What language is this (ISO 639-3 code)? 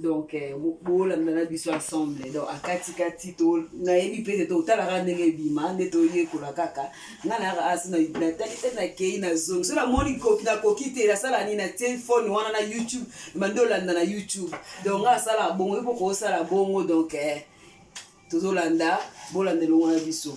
lin